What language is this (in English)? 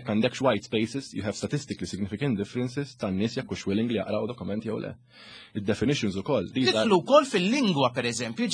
Maltese